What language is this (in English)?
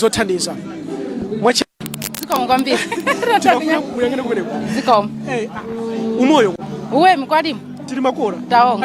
Nyanja